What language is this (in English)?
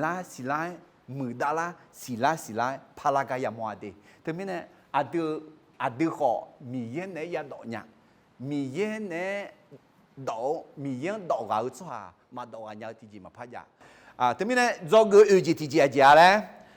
Akha